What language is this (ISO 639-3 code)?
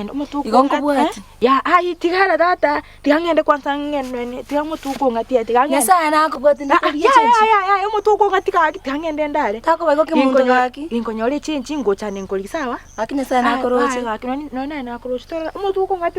guz